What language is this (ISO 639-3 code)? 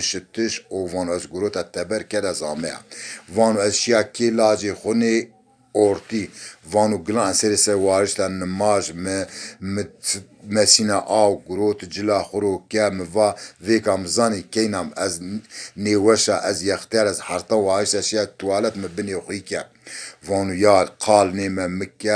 zza